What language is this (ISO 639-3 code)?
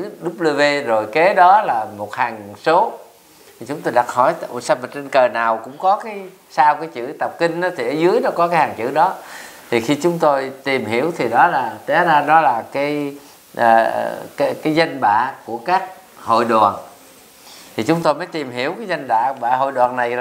vie